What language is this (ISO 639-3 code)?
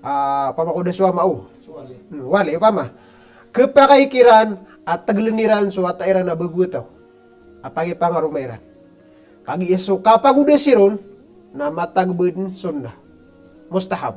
mrw